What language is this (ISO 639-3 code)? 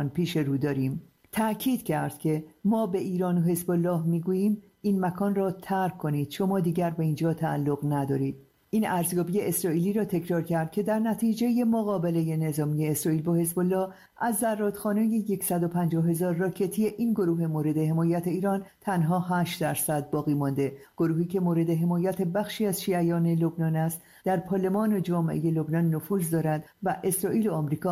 fas